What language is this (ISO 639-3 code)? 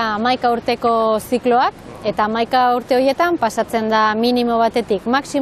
eus